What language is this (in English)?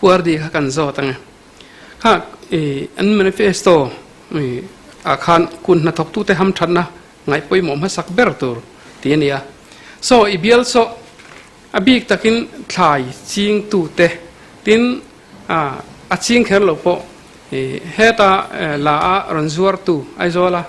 Mizo